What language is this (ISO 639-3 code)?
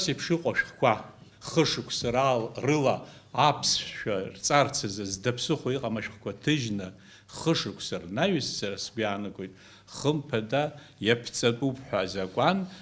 abk